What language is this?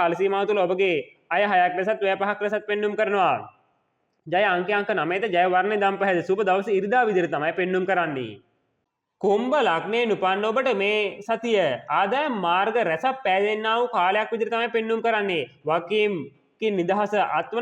Sinhala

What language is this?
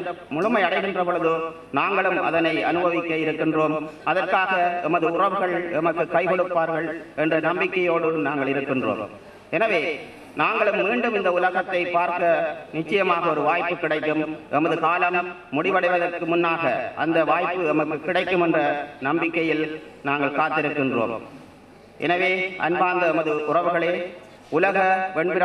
Tamil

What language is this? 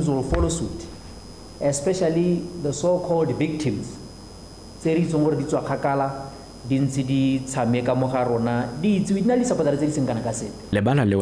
Tswana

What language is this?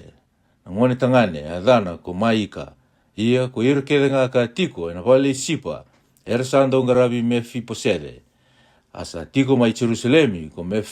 Fijian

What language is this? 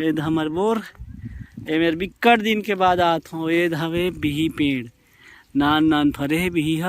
Chhattisgarhi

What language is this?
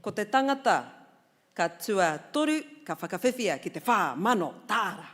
Māori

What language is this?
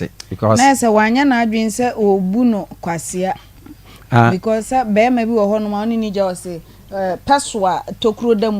Akan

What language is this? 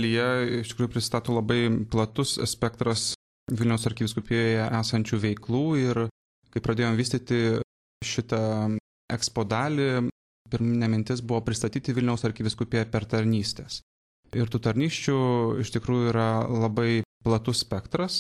Lithuanian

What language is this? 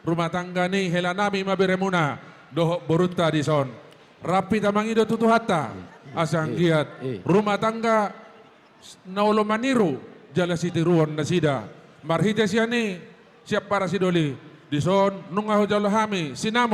Batak Toba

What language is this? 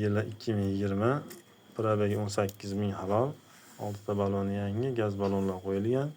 Uzbek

